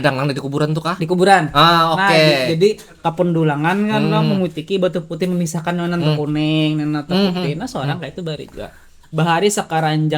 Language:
Banjar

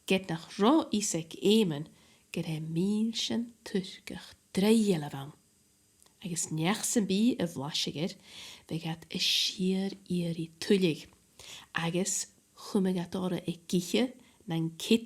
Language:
Scottish Gaelic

